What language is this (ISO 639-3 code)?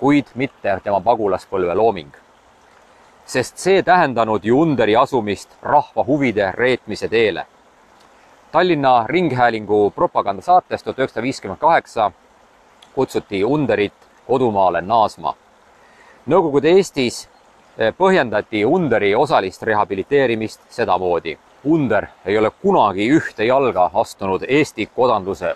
est